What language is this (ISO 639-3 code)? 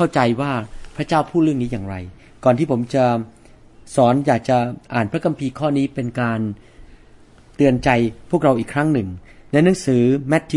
tha